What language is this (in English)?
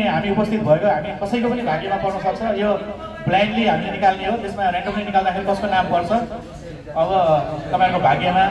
Nepali